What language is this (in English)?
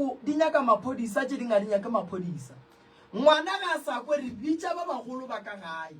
Northern Sotho